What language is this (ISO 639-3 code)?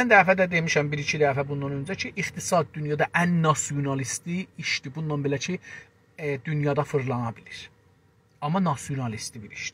azb